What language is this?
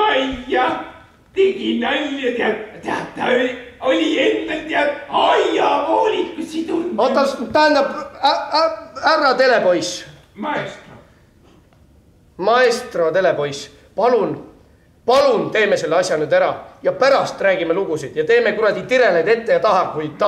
Estonian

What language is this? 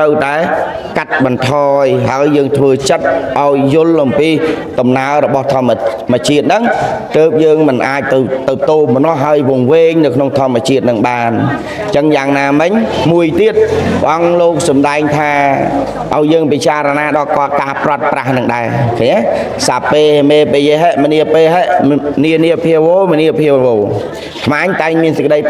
Khmer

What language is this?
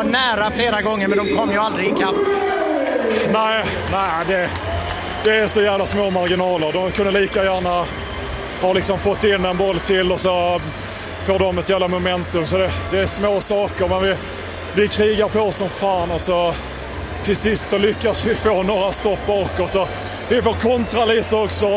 Swedish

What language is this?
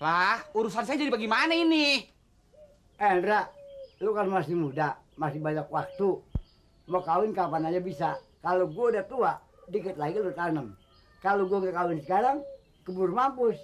Betawi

